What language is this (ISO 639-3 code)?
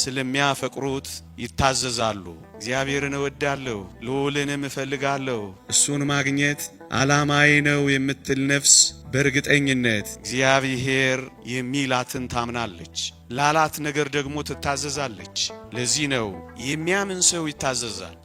amh